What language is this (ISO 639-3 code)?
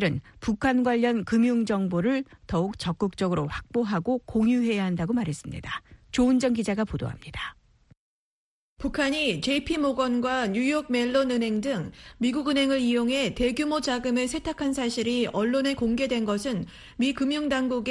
kor